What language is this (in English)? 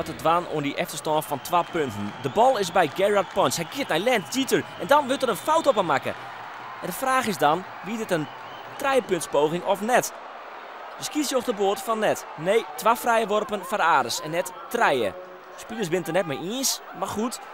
Western Frisian